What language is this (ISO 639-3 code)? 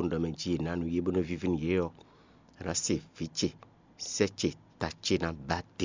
fon